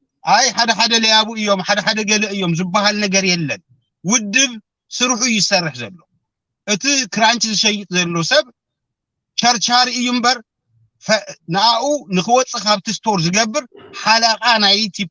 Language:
Tigrinya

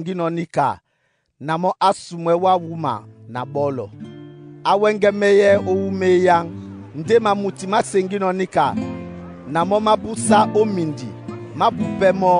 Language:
Duala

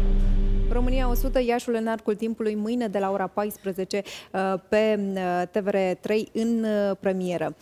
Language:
Romanian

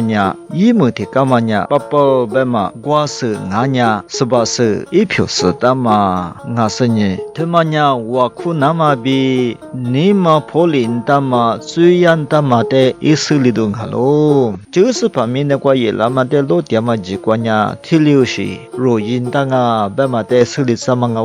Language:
Lisu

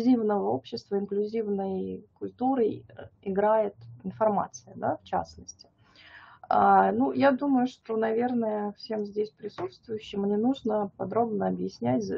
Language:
Russian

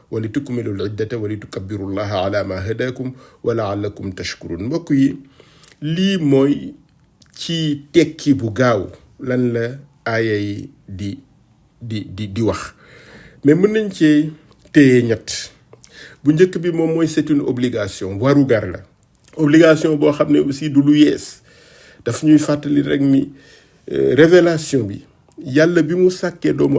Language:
Wolof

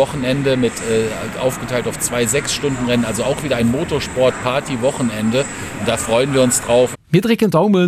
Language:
Luxembourgish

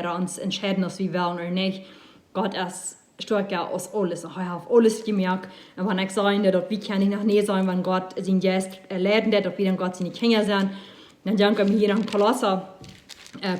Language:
Plautdietsch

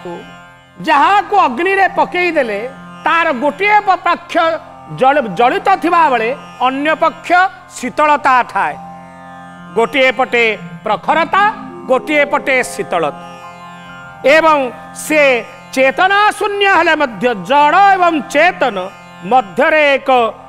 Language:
Odia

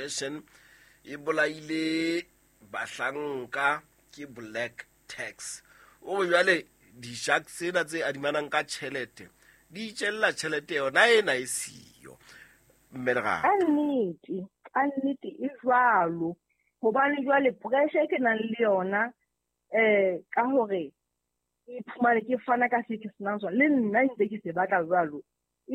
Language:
Southern Sotho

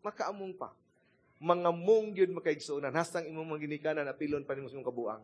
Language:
Cebuano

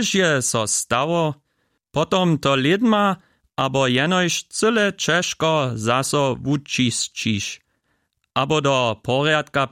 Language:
Upper Sorbian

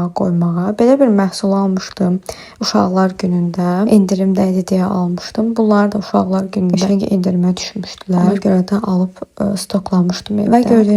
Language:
Azerbaijani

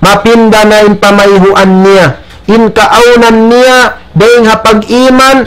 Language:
Tausug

